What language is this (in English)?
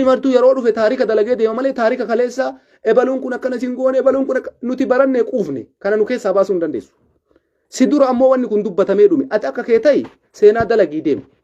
Oromo